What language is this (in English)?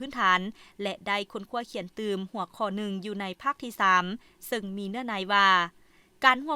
Lao